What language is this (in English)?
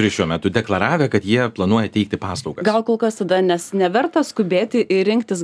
Lithuanian